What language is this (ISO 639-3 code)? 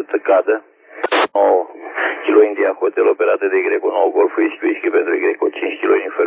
ron